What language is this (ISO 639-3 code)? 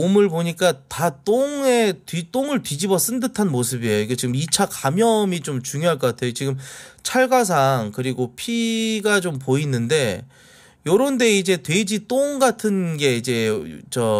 kor